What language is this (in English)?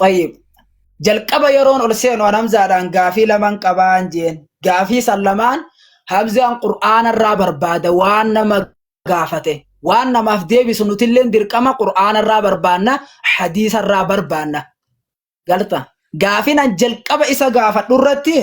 Oromo